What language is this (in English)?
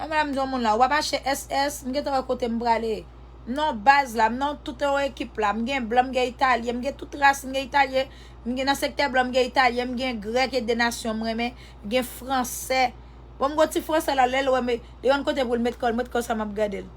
Haitian Creole